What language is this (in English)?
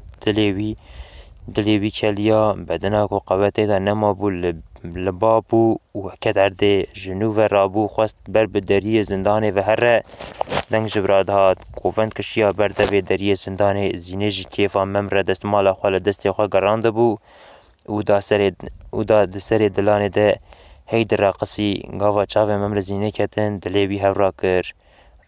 Kurdish